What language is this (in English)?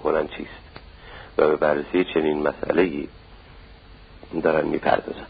Persian